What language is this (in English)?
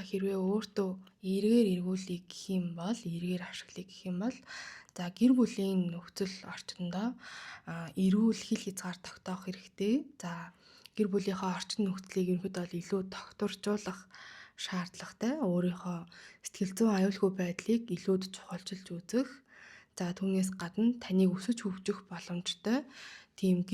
Mongolian